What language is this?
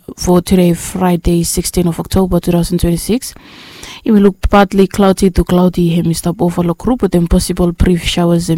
Bislama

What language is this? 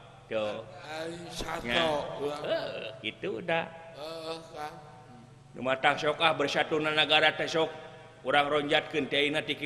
Sundanese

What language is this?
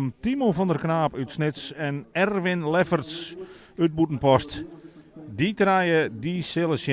Western Frisian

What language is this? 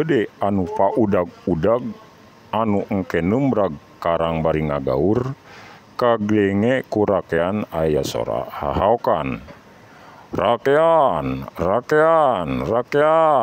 Sundanese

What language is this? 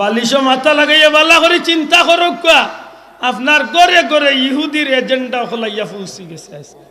Sylheti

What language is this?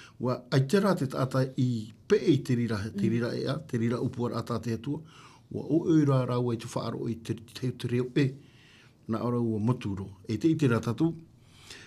Tahitian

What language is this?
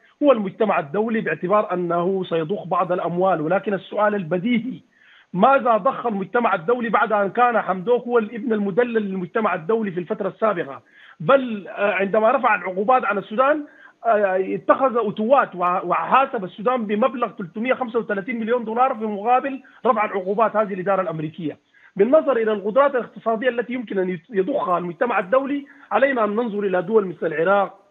Arabic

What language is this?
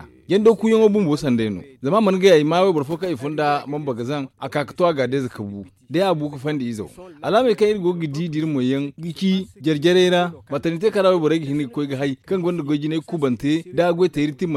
Zarma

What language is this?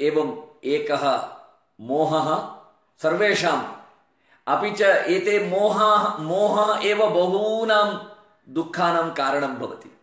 Sanskrit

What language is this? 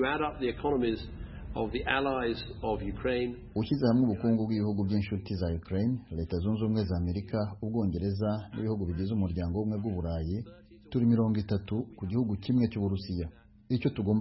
Kinyarwanda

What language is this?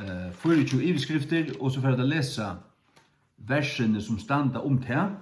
Faroese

